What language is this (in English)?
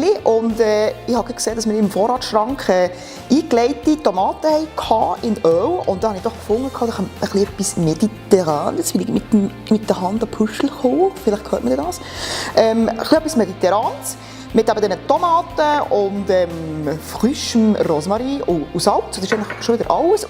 Swiss German